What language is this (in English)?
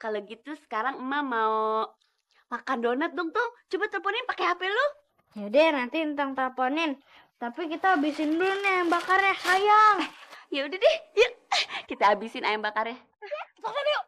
Betawi